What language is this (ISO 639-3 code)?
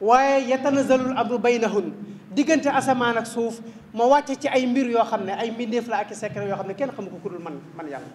wol